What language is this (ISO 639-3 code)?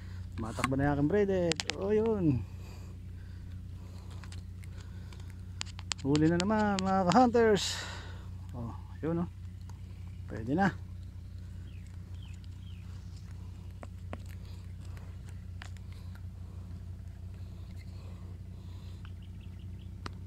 fil